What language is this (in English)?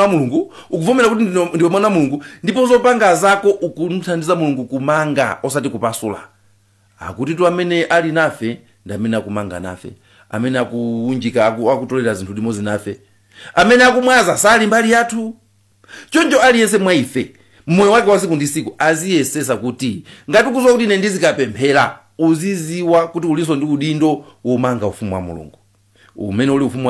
Nyanja